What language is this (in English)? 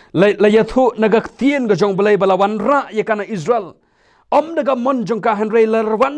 Khasi